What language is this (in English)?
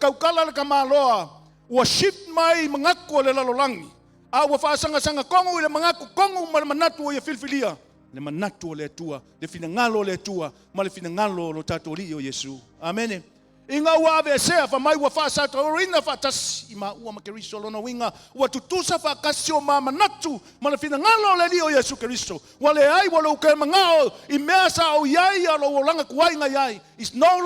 Samoan